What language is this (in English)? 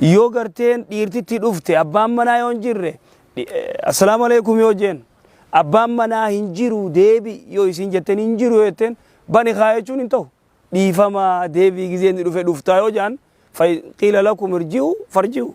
Oromo